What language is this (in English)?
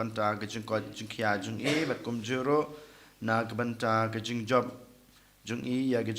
Khasi